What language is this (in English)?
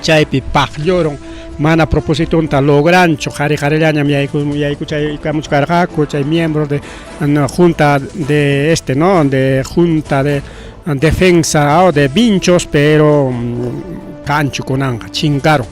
Ayacucho Quechua